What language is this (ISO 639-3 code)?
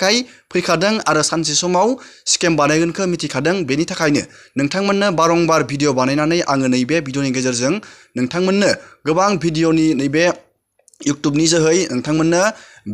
brx